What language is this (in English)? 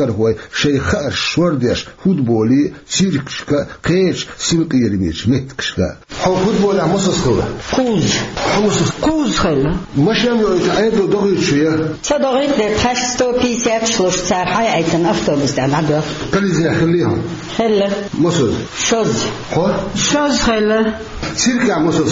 Chechen